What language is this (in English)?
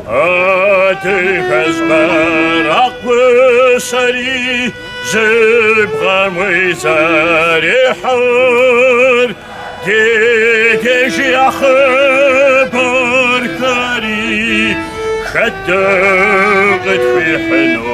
Kabardian